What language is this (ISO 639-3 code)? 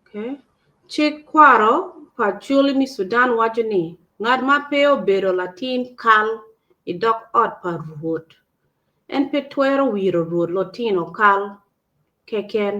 ach